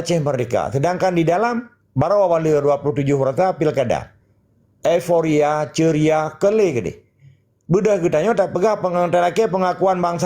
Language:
Achinese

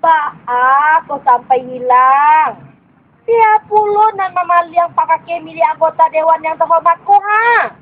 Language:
Minangkabau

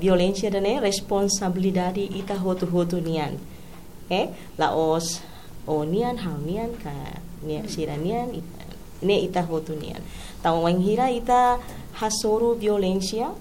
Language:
Tetum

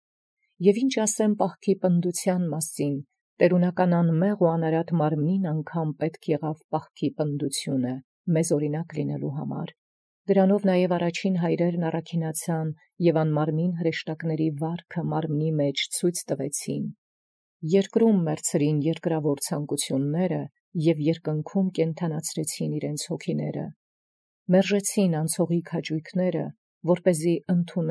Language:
Armenian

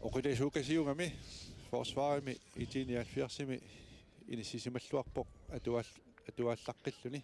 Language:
Kalaallisut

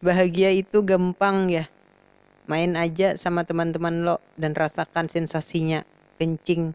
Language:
Banjar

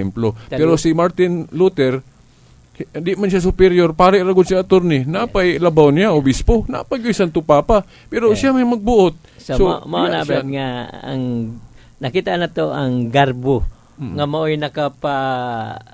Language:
Cebuano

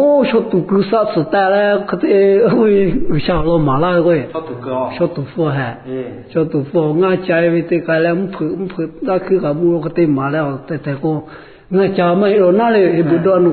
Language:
Lahu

